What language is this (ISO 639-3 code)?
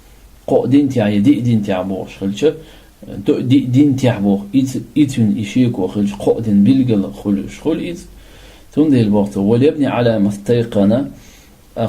che